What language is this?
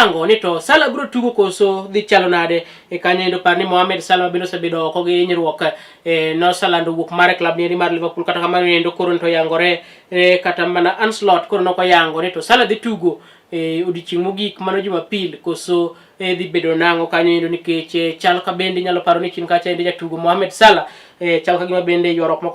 Luo (Kenya and Tanzania)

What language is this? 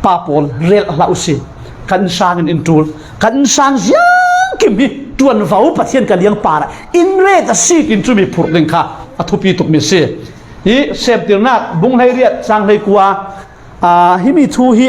Falam Chin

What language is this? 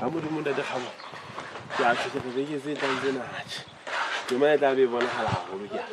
Southern Sotho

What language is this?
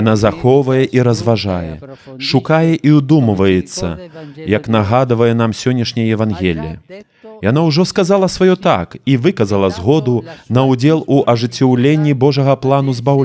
Belarusian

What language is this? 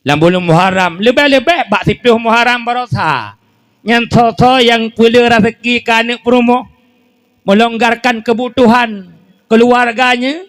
Achinese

